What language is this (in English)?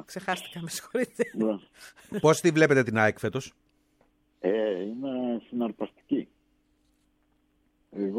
Greek